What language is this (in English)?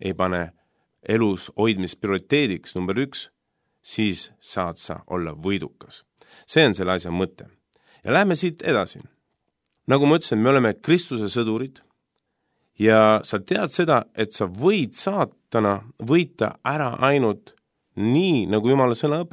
Estonian